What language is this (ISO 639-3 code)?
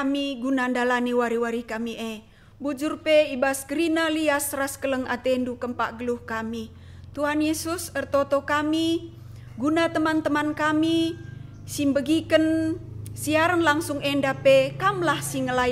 btx